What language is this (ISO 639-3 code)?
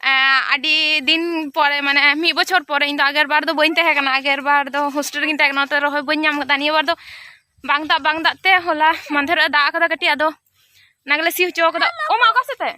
sat